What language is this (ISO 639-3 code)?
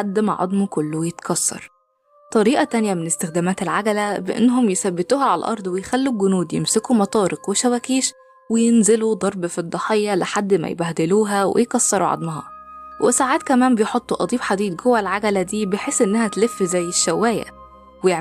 arz